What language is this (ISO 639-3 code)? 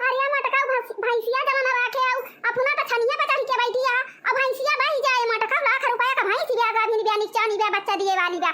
awa